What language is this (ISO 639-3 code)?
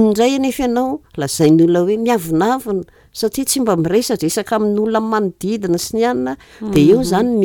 mlg